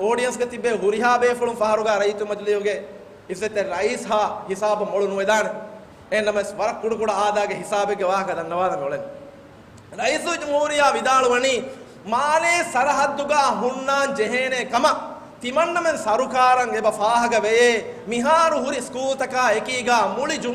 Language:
Divehi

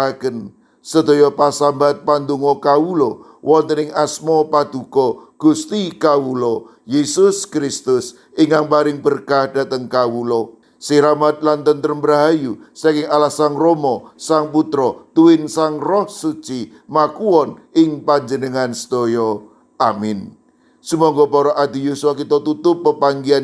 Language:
Javanese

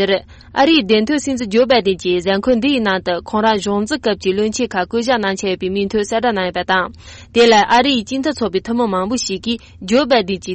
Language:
Tibetan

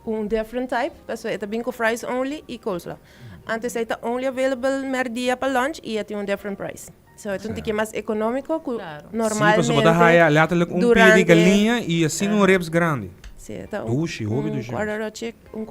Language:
Papiamento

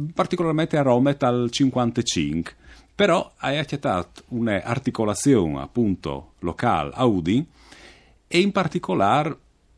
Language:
Friulian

